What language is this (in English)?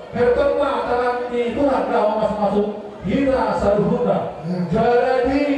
Batak Toba